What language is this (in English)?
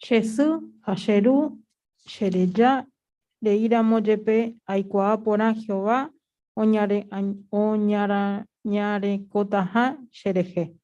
Guarani